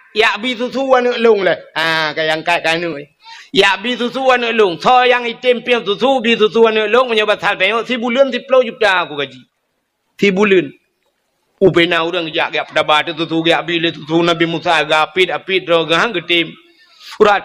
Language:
Achinese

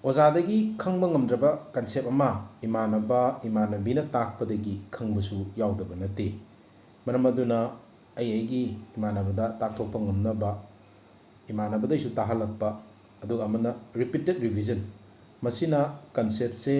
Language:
Manipuri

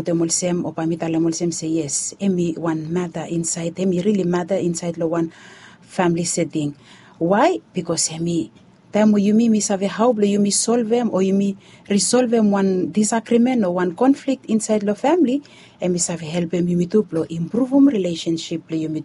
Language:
Bislama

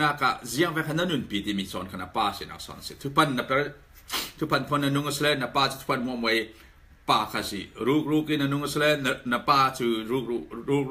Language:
Falam Chin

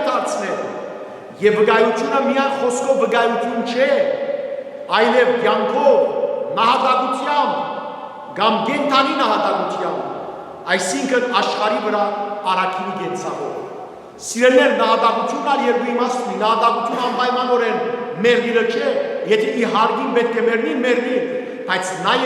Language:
Western Armenian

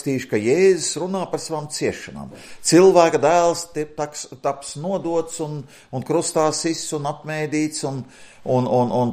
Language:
Latvian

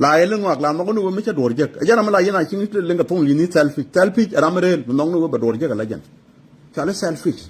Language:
Nuer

